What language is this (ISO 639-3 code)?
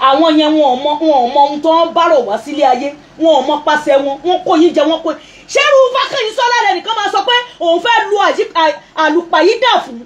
yor